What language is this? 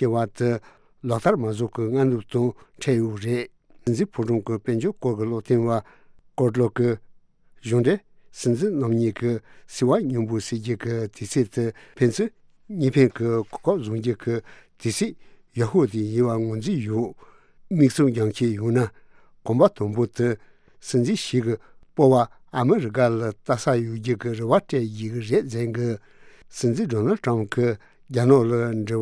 Tibetan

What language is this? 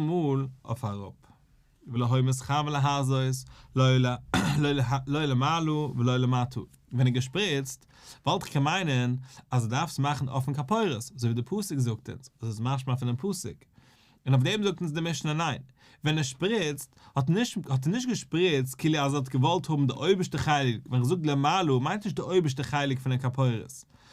Yiddish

